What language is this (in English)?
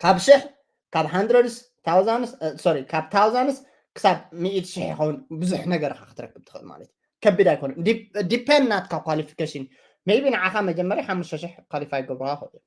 Tigrinya